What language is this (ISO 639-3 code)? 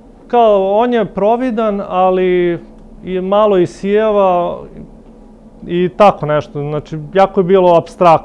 srp